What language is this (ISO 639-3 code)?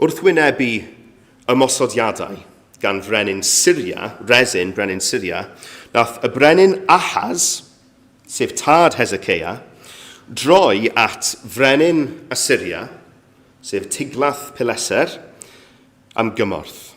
cym